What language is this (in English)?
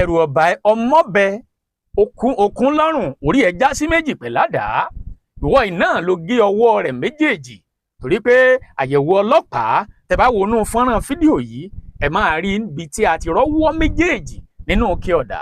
Yoruba